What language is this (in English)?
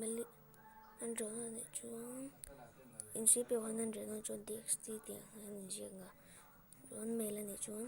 Mizo